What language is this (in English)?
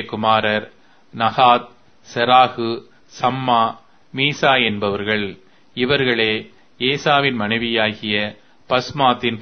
Tamil